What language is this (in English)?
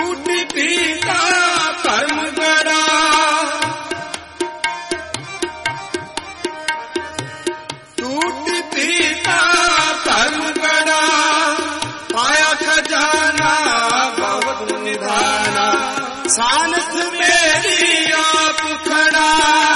Punjabi